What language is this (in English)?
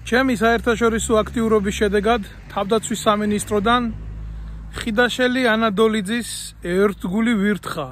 Georgian